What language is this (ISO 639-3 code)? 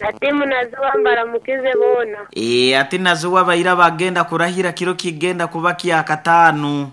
nyn